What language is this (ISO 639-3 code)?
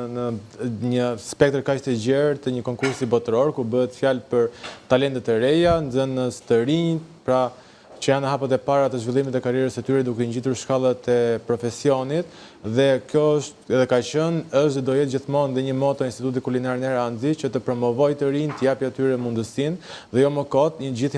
sqi